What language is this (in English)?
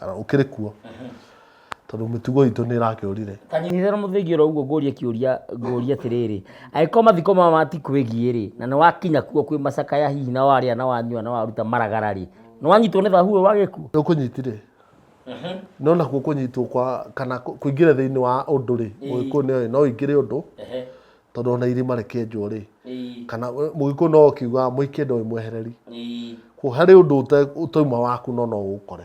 Kikuyu